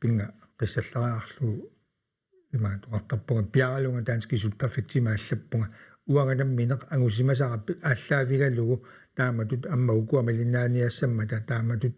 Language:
Kalaallisut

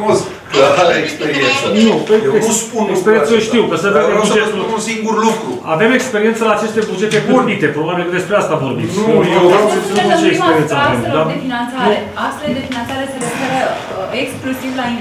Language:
Romanian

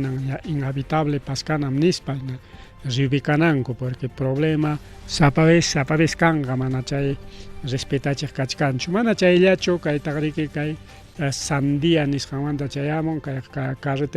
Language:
Ayacucho Quechua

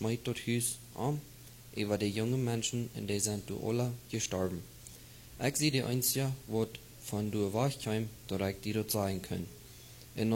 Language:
Plautdietsch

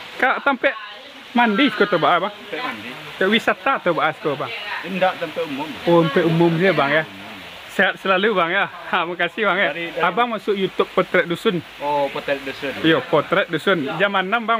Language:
Minangkabau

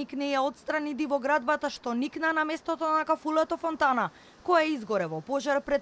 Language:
Macedonian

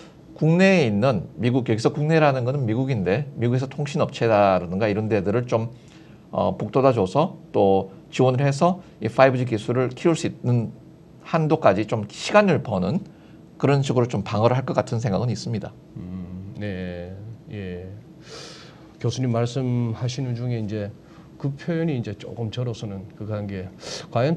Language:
Korean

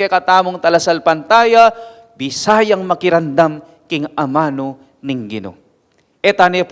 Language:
Pampanga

